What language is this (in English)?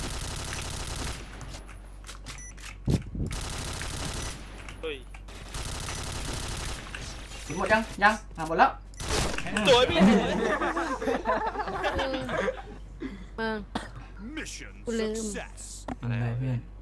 Thai